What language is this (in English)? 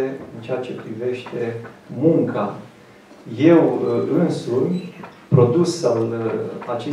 Romanian